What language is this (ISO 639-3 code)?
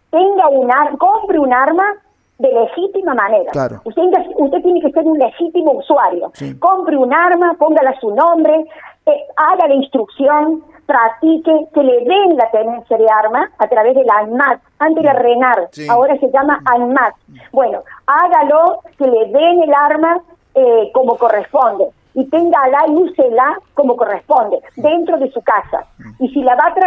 spa